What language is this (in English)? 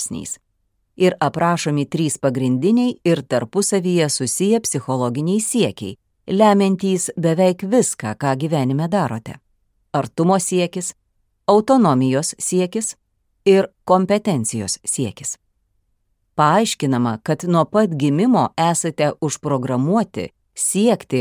Lithuanian